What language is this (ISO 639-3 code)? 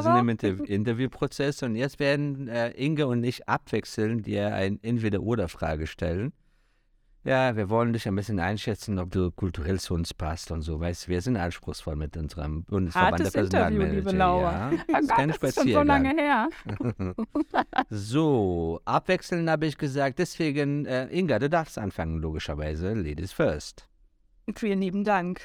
deu